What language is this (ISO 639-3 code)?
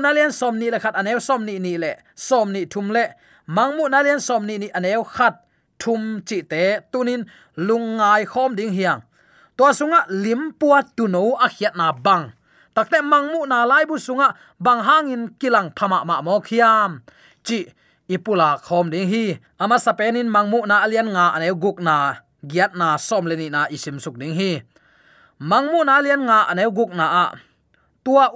ctd